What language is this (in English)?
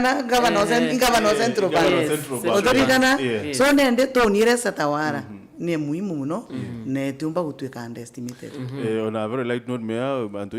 Meru